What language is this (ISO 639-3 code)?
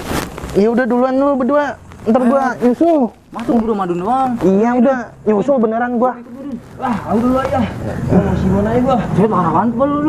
bew